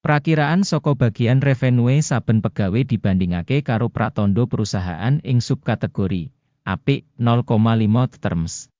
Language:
Javanese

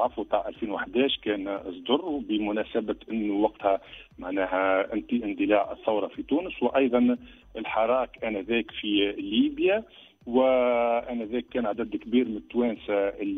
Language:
Tunisian Arabic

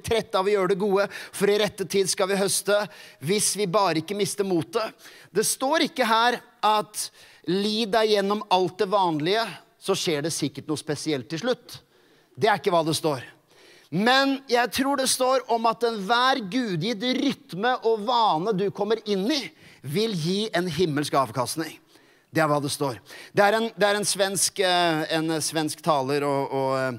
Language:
Norwegian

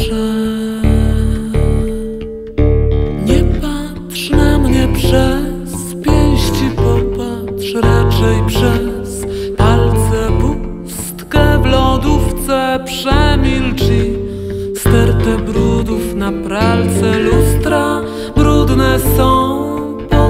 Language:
Polish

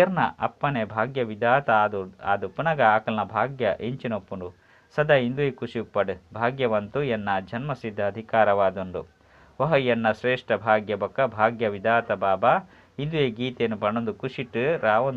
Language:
Tulu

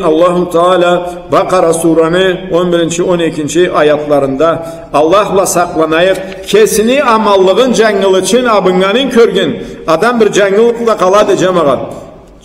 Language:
Karachay-Balkar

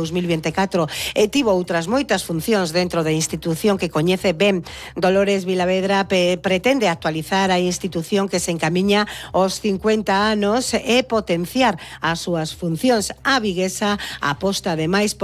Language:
Galician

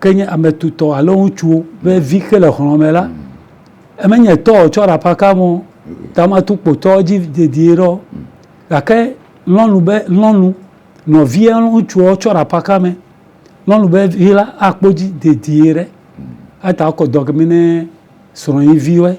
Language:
Ewe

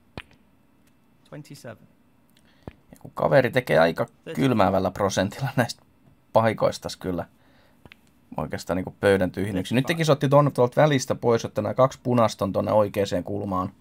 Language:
Finnish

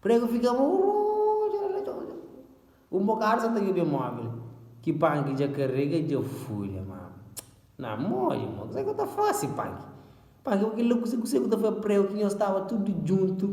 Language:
Kabuverdianu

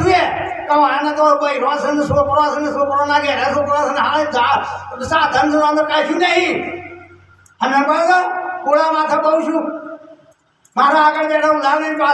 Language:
Gujarati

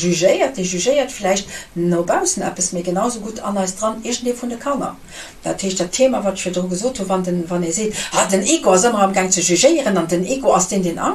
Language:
Luxembourgish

